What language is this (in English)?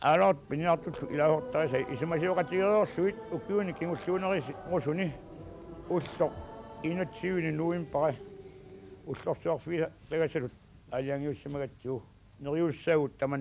Kalaallisut